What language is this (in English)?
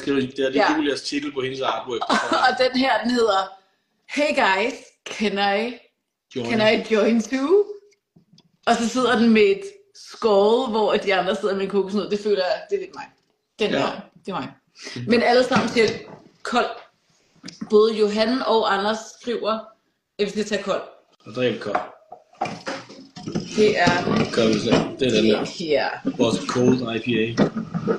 Danish